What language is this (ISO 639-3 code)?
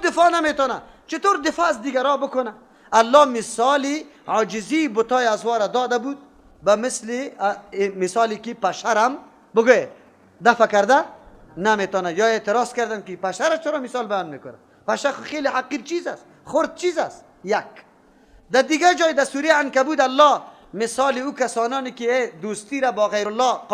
fas